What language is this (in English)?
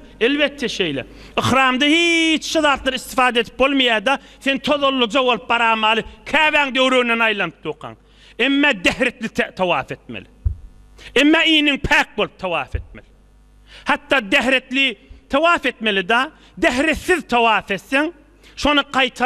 Turkmen